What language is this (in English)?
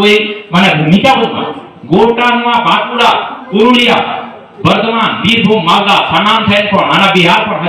Santali